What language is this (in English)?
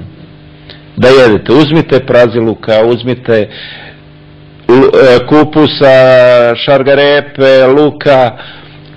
Serbian